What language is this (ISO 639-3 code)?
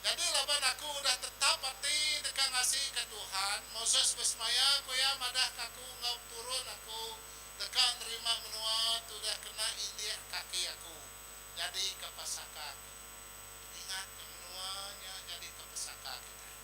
iba